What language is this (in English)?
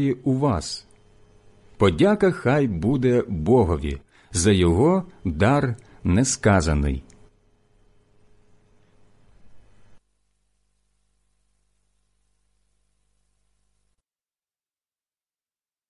Ukrainian